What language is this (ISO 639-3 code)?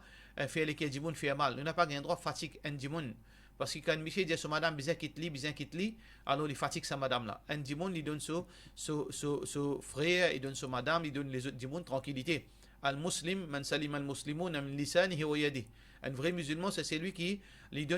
mfe